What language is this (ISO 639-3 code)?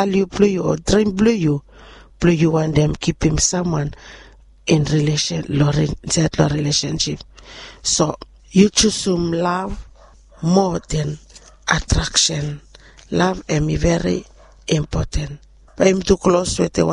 bis